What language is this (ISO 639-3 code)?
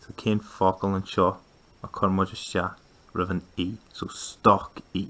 gle